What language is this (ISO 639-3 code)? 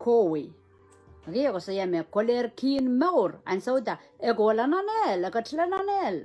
pon